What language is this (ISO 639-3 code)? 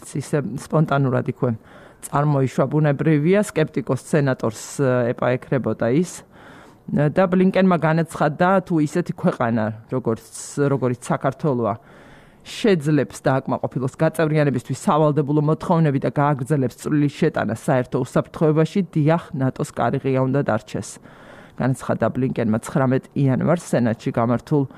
kat